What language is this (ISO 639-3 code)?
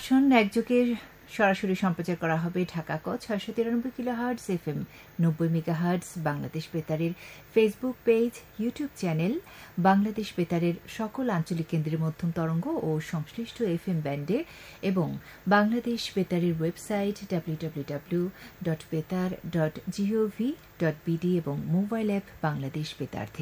ben